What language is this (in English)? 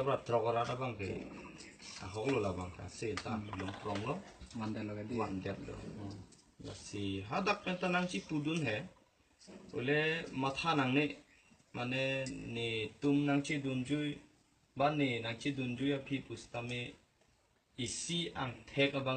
Karbi